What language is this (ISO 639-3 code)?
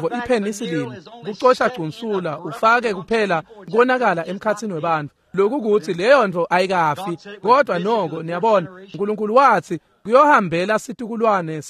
ssw